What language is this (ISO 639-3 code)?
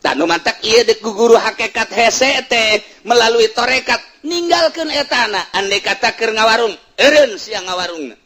sun